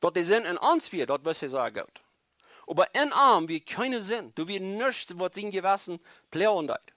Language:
Plautdietsch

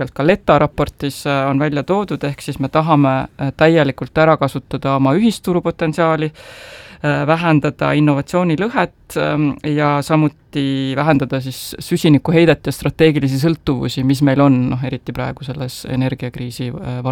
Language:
Estonian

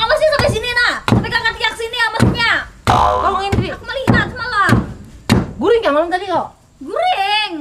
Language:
Banjar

